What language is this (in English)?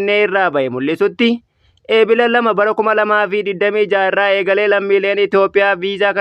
Oromo